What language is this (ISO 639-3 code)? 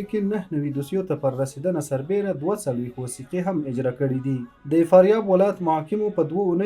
pus